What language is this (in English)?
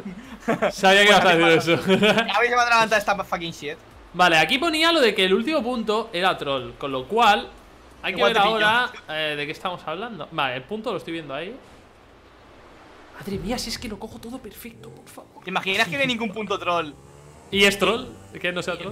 Spanish